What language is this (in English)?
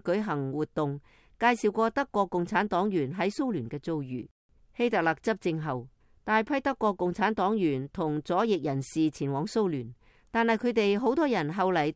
Cantonese